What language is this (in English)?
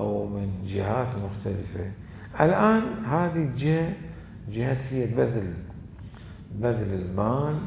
Mesopotamian Arabic